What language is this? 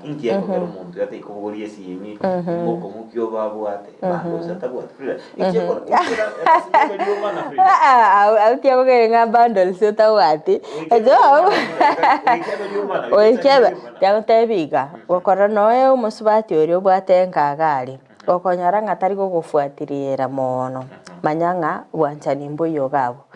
Gusii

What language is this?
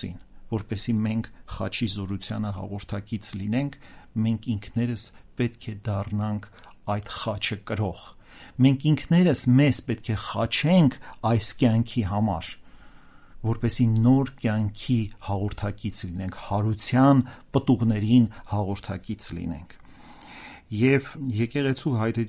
Armenian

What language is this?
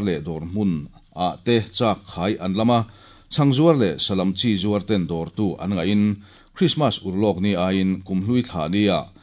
Mizo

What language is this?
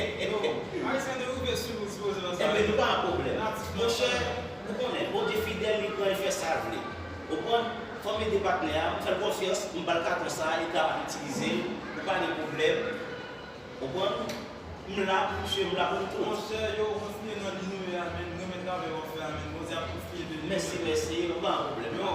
Haitian Creole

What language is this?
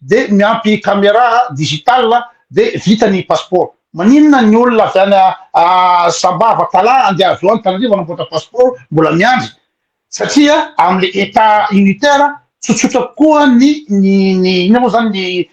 Malagasy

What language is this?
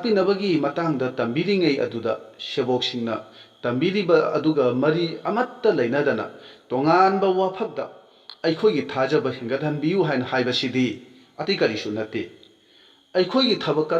Manipuri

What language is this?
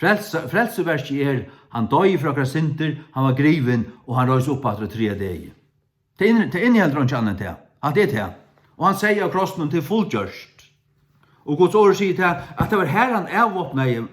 Faroese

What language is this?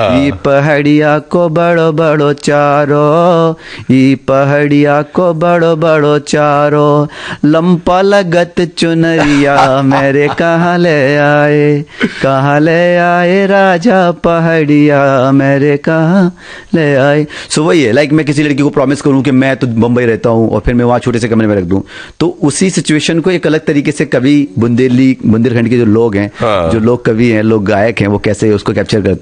Hindi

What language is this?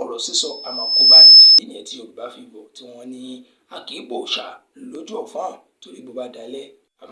Yoruba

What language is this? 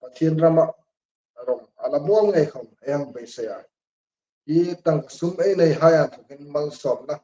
Hmar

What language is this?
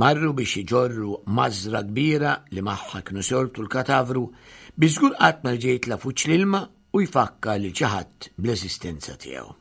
Maltese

